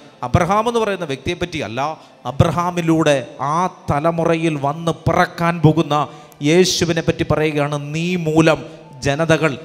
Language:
Malayalam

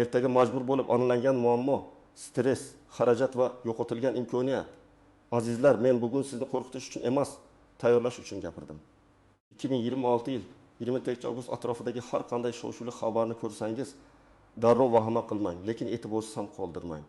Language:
Uzbek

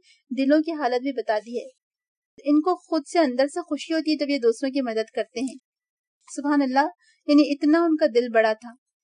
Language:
Urdu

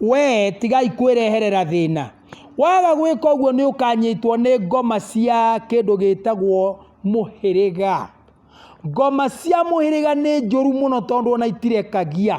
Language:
Kikuyu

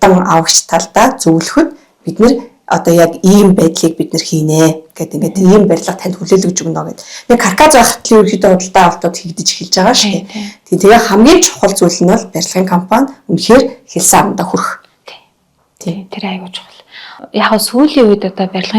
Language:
Mongolian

